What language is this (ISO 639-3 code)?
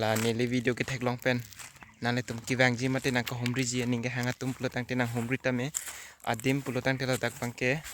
mjw